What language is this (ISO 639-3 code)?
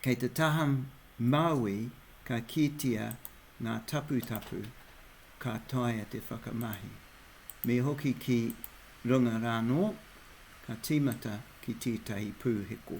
mri